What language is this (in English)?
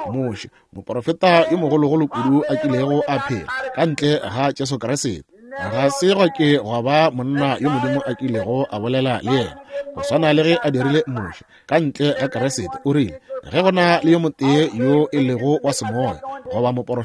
Northern Sotho